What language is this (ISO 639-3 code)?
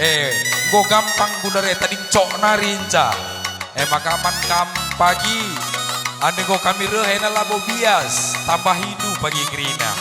btx